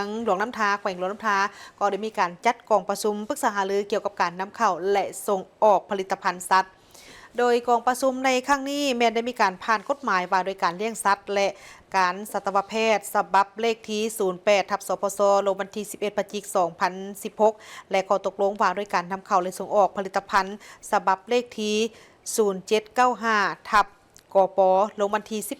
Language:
Lao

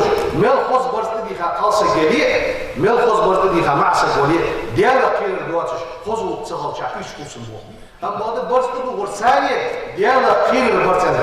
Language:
Ingush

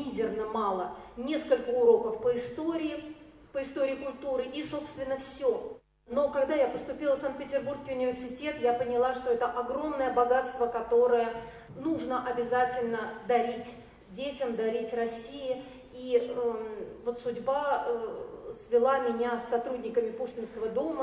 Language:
Russian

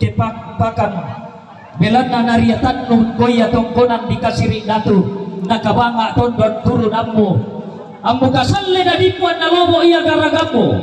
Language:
Toraja-Sa'dan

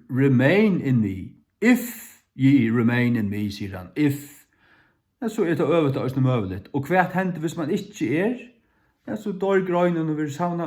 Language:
Faroese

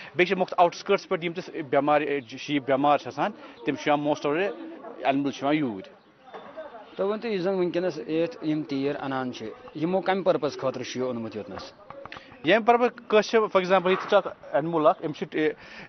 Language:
Kashmiri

